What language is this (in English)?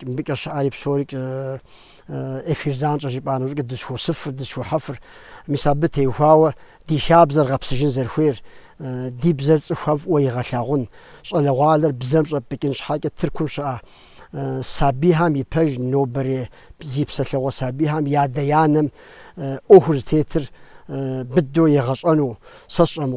Kabardian